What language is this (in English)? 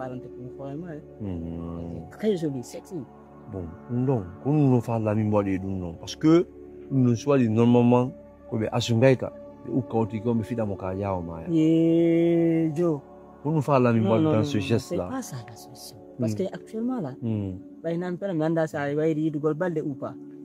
Fula